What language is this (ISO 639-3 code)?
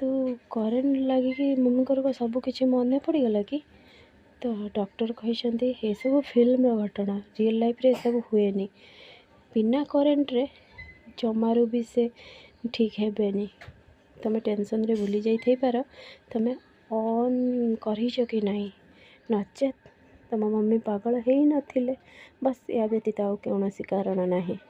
ori